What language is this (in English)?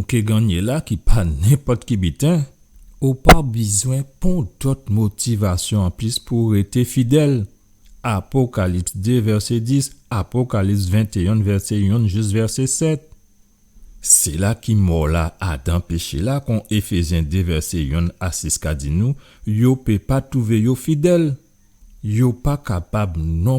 Guadeloupean Creole French